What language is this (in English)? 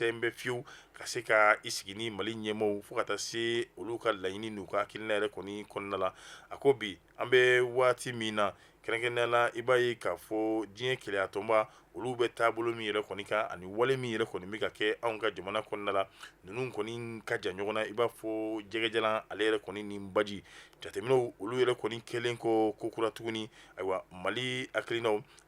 Bambara